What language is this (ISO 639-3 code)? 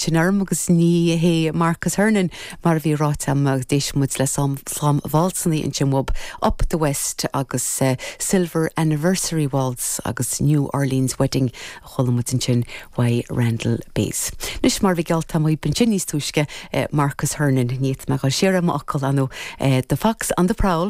gle